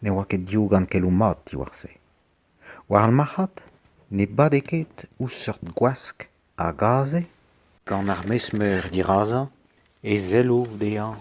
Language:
Breton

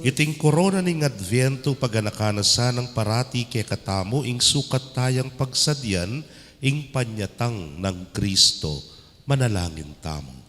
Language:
Pampanga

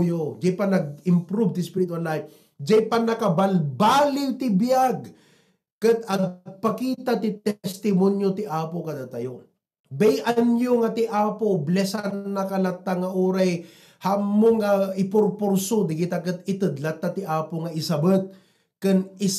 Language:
Iloko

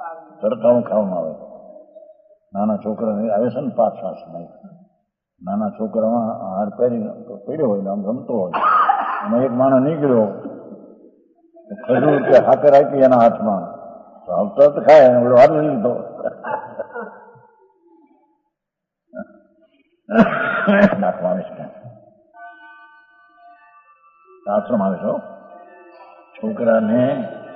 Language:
Gujarati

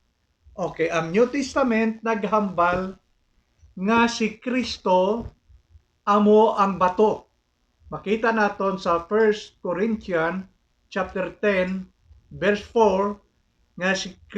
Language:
Hiligaynon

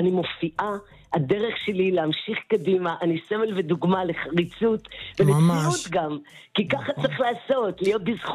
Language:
Hebrew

